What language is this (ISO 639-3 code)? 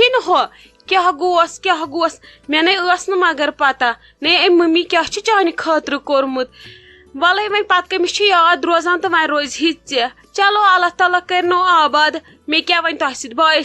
kas